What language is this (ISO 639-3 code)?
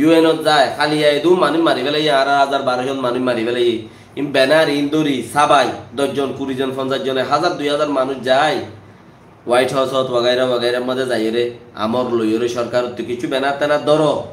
rhg